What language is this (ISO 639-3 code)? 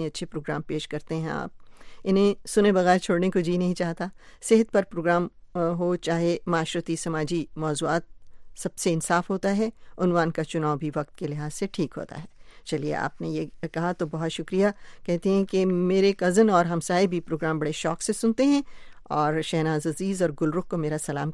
urd